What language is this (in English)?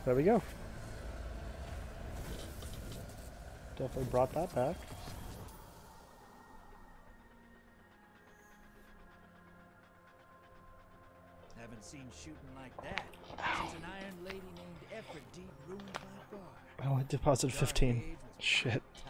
English